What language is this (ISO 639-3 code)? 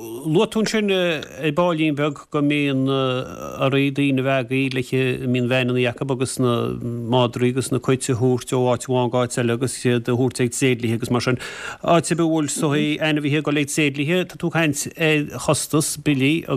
gle